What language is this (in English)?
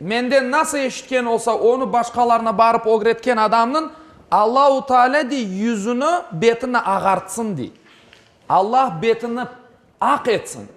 Crimean Tatar